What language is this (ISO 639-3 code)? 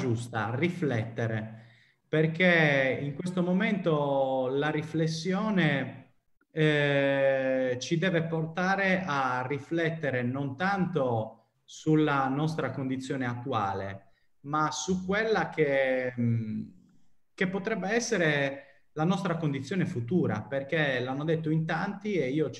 ita